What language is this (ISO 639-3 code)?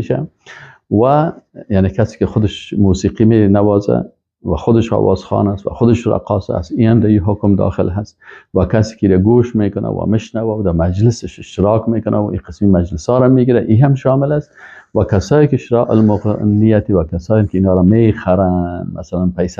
fas